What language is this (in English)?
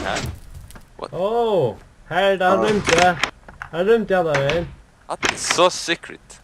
Faroese